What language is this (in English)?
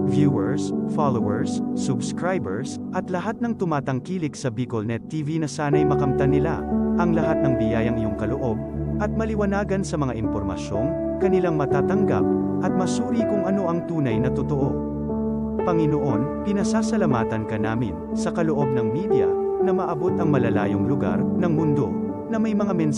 Bikol